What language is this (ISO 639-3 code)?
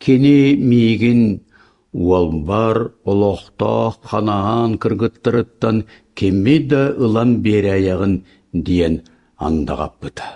sah